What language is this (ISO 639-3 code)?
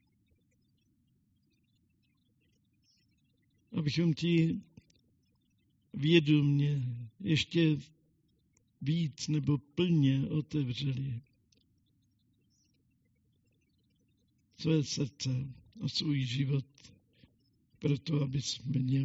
ces